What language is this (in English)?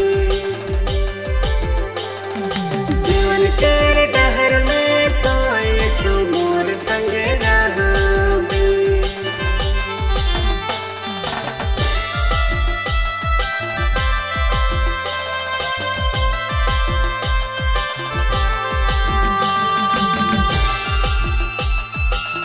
Sadri